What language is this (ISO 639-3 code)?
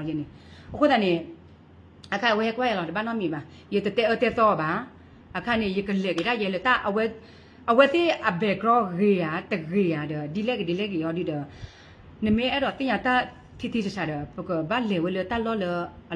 ksw